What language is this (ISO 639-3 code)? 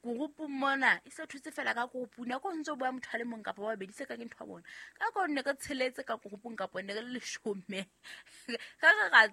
sot